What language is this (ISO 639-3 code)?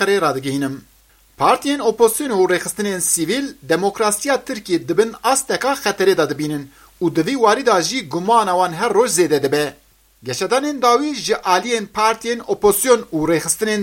kur